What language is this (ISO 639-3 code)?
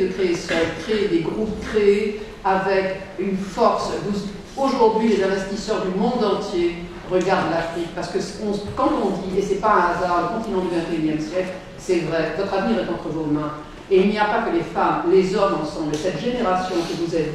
fra